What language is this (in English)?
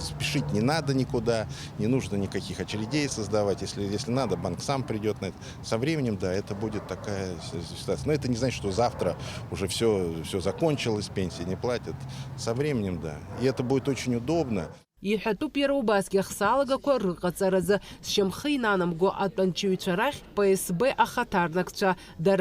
Abkhazian